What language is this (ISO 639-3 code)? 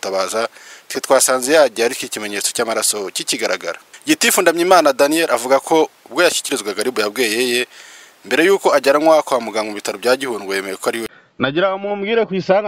kin